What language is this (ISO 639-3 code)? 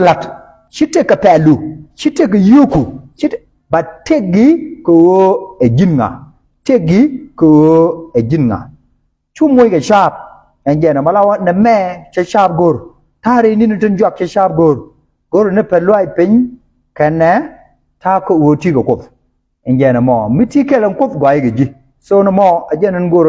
nus